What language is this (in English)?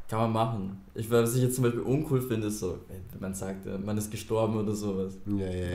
German